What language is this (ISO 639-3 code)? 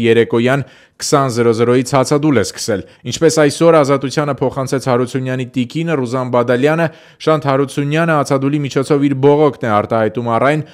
hye